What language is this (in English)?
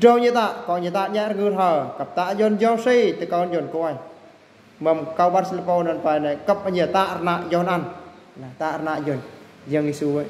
Eastern Bru